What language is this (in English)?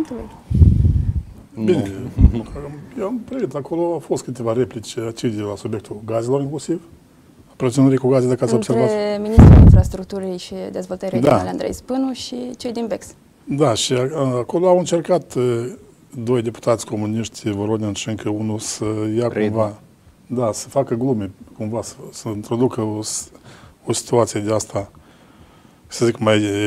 Romanian